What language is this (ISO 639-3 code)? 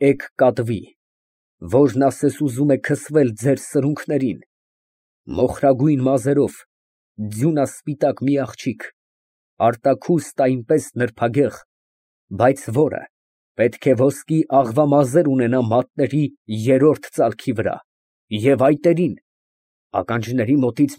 hye